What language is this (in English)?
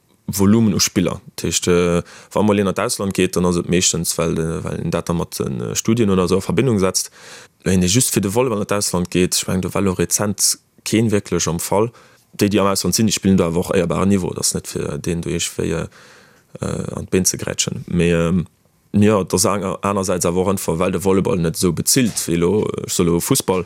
Luxembourgish